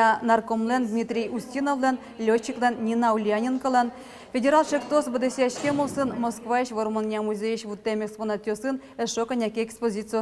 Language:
Udmurt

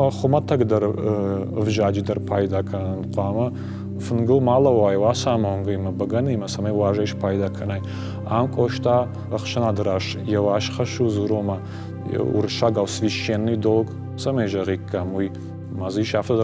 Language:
Ossetic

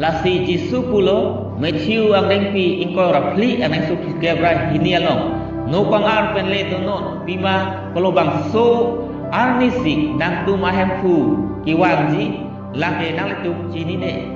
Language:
Karbi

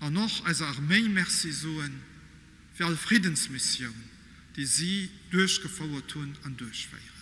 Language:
Luxembourgish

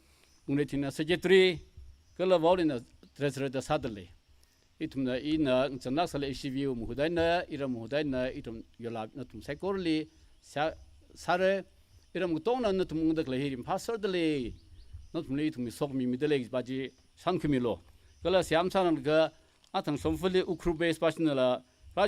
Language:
Tangkhul Naga (India)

